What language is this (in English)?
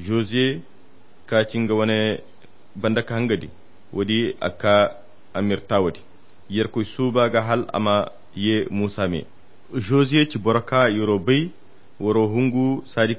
Koyra Chiini